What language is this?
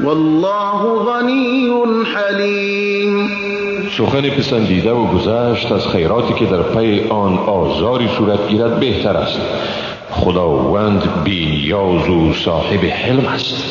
Persian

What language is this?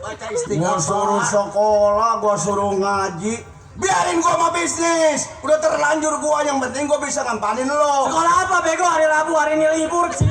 Betawi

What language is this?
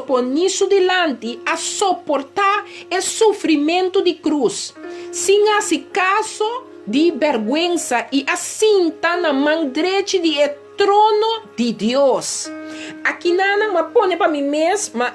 Papiamento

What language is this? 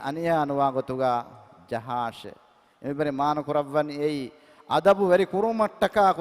Divehi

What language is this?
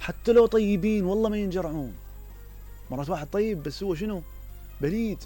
Mesopotamian Arabic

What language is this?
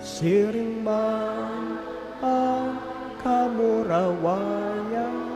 Bikol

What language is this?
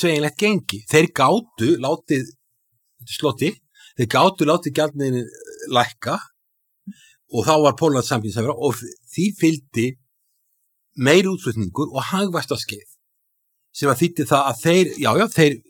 Icelandic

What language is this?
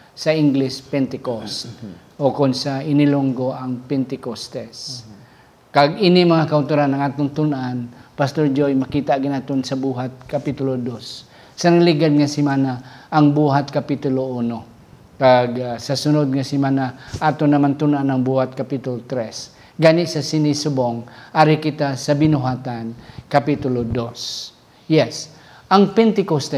Hiligaynon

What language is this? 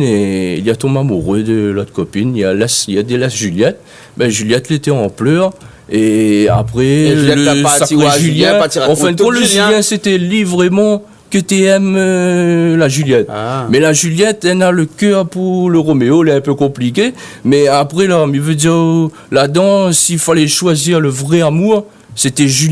Réunion Creole French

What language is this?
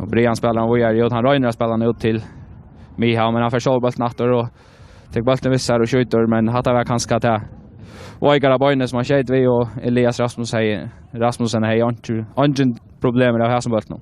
Faroese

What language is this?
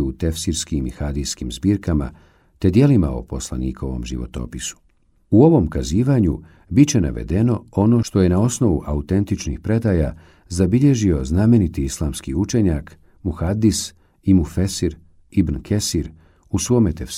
Bosnian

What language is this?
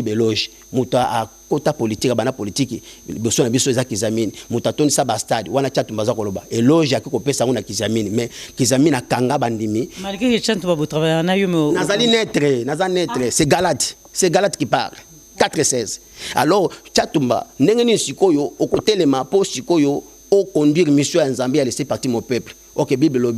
Lingala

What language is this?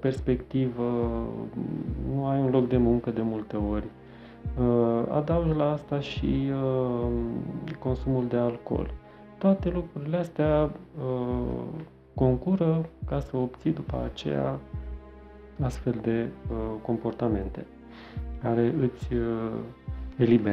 Romanian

